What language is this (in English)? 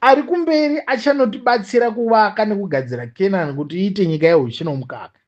Shona